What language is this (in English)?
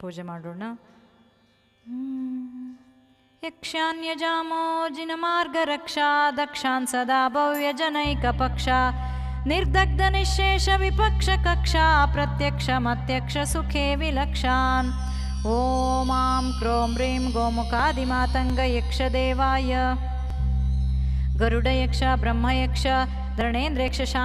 Kannada